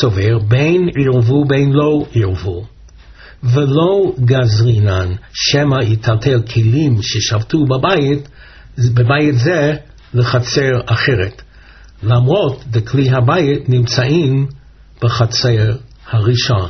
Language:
Hebrew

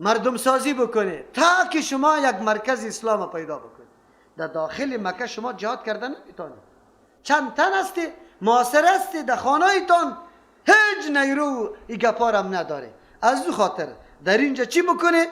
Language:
Persian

